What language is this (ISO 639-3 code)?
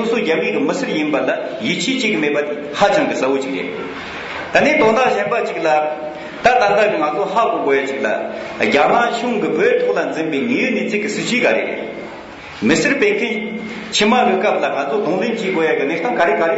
bod